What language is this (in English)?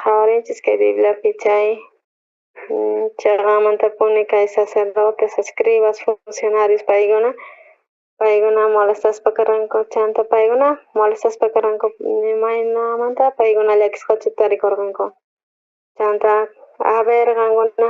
South Bolivian Quechua